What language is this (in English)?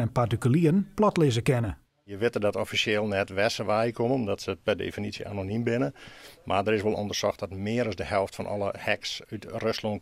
Western Frisian